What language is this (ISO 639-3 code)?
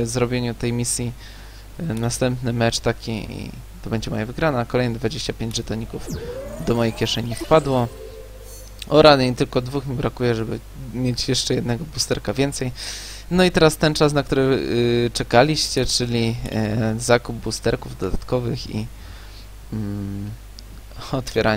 pol